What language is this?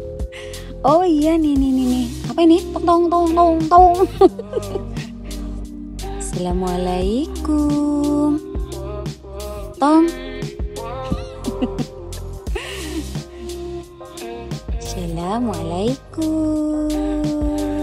Indonesian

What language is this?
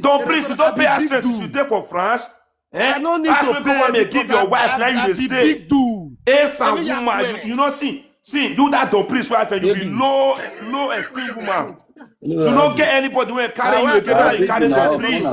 Nigerian Pidgin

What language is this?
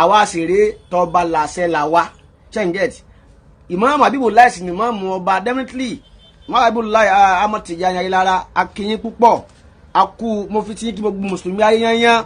Yoruba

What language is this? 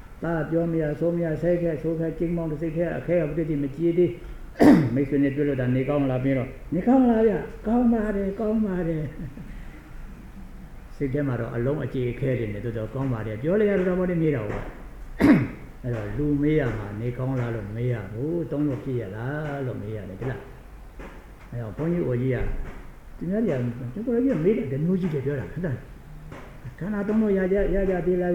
Burmese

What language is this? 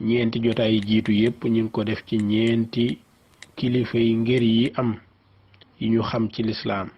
Wolof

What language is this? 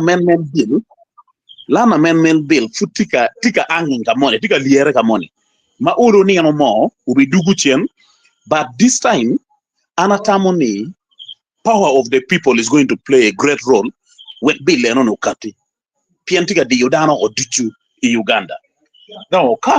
Acoli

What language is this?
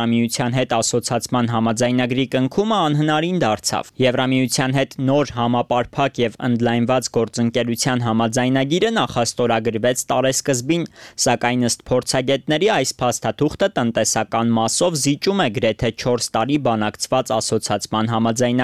Armenian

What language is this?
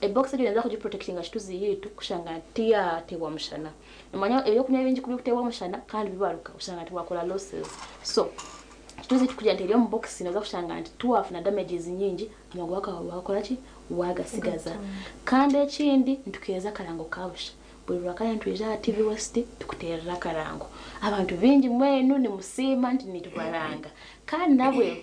Nyankole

